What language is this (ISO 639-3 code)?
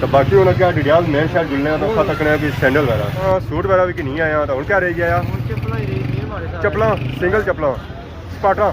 phr